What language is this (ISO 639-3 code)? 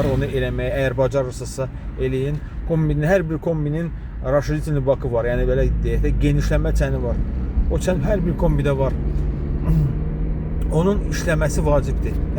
aze